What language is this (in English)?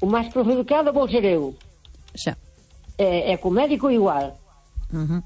Galician